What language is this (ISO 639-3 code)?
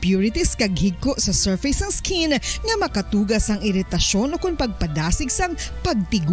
hil